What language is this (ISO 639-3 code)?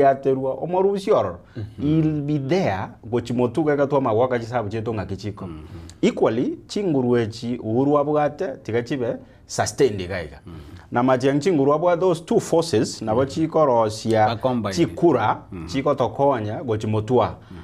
guz